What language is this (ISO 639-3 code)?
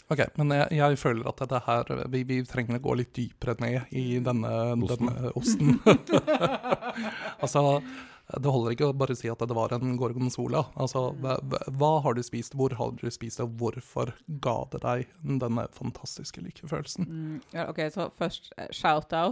nor